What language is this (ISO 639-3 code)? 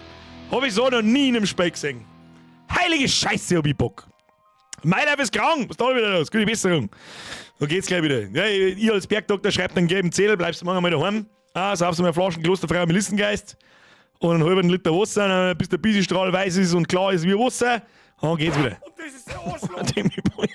bar